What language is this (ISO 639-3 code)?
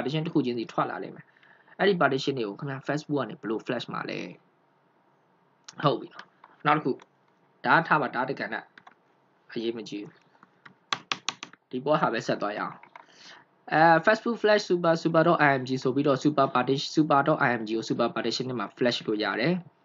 mya